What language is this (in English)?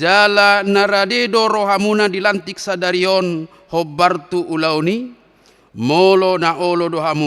Batak Toba